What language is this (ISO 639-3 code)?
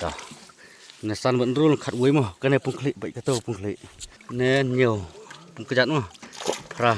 kha